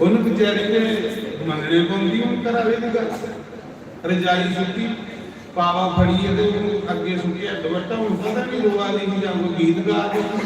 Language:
Dogri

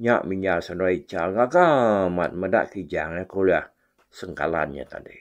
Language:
Iban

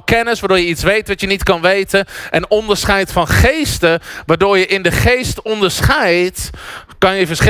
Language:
Dutch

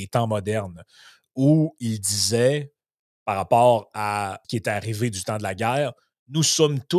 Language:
French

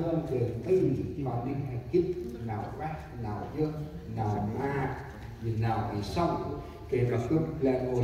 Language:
Central Mnong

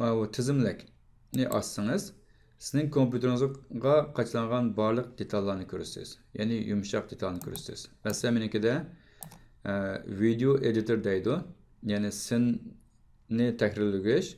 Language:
Uyghur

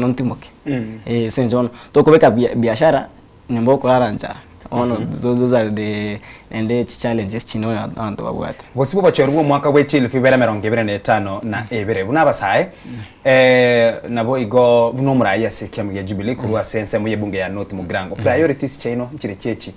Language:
Gusii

